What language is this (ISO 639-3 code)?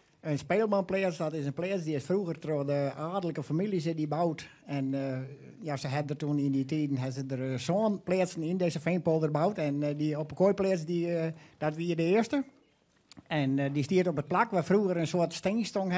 fry